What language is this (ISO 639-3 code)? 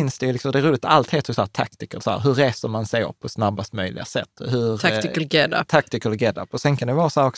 swe